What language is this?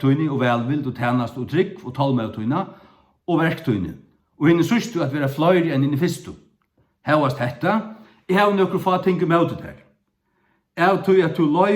Faroese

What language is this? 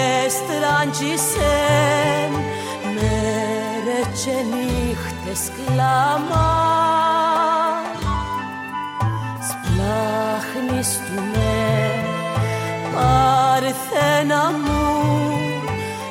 Greek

